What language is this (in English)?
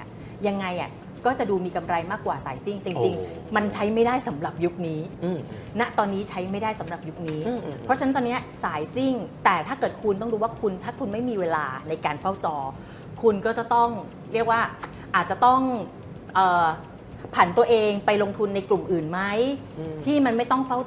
Thai